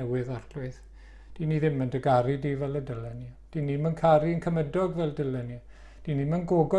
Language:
Welsh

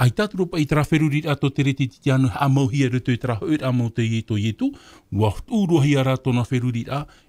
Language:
Tahitian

